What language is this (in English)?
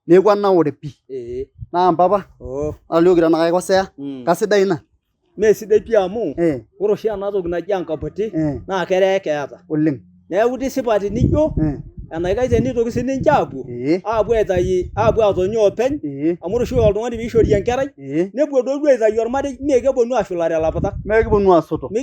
Masai